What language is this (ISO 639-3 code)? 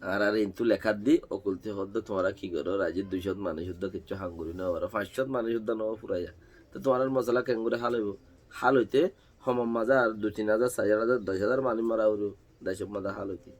rhg